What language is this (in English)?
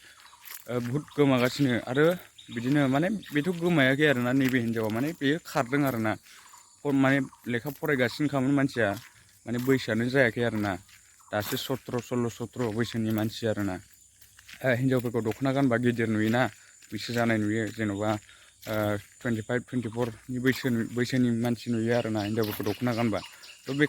Bodo